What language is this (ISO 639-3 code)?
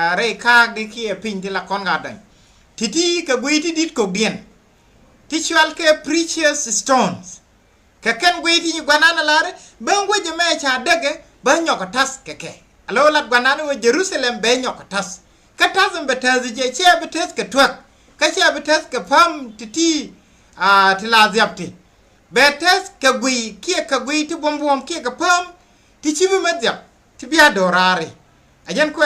nus